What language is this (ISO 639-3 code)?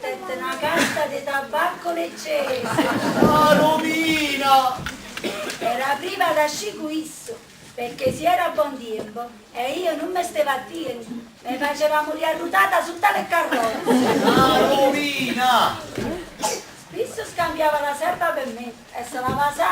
nap